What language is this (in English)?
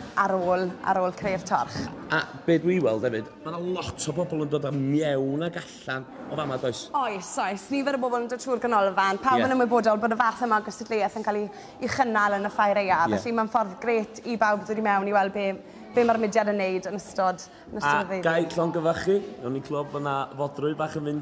Welsh